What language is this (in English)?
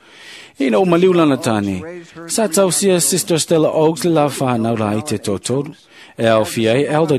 Samoan